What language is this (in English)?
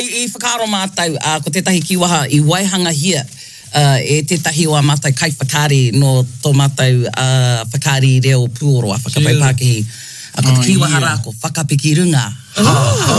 Māori